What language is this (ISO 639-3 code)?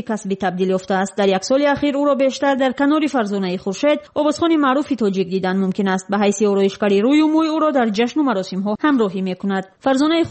tgk